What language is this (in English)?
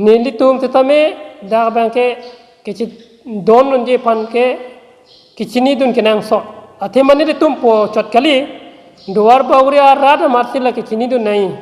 Karbi